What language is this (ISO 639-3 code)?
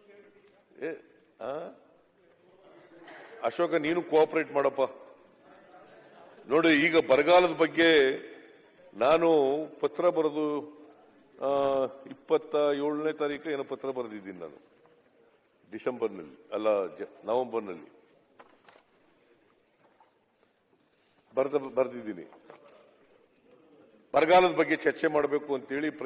kan